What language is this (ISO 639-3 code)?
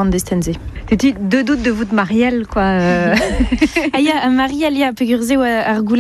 bre